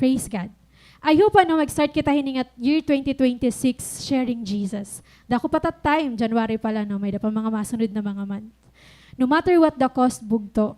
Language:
Waray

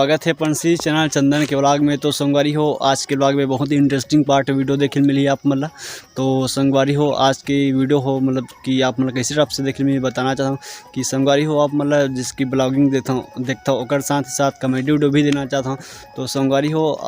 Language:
Chhattisgarhi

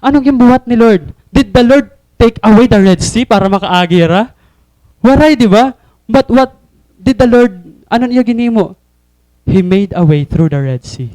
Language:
Waray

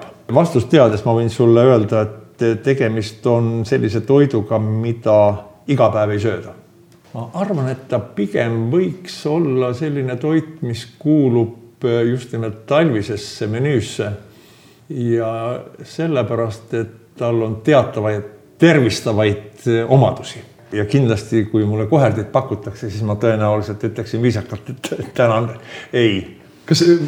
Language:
Estonian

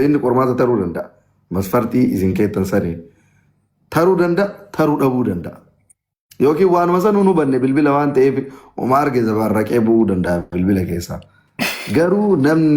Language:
Oromo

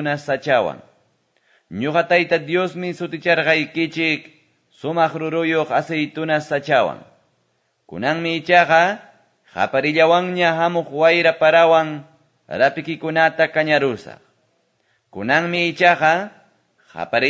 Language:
Quechua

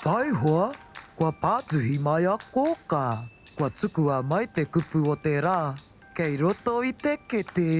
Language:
Māori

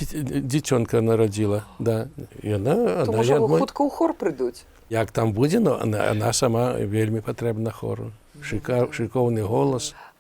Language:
Belarusian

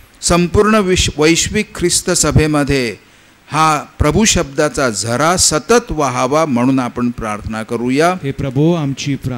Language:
Marathi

